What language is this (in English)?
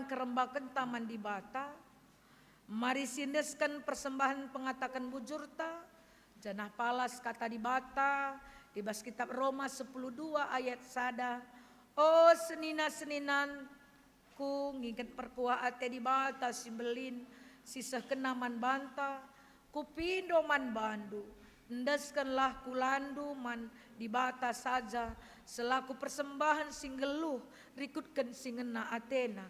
Batak Karo